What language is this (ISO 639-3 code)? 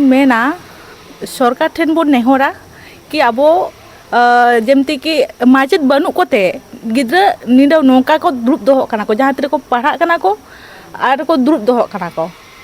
sat